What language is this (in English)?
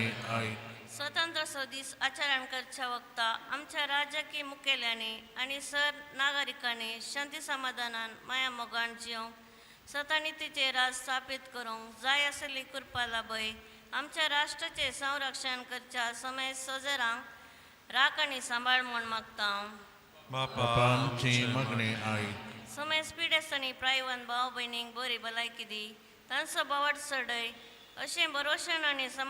Konkani